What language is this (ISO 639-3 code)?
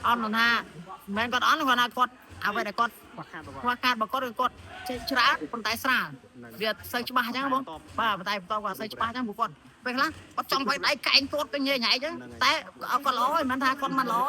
khm